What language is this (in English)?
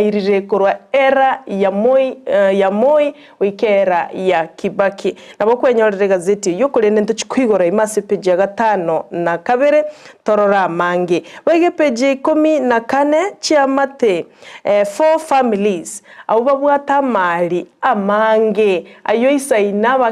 Gusii